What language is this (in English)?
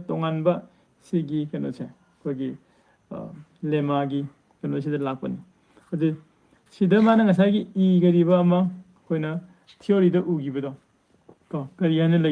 Manipuri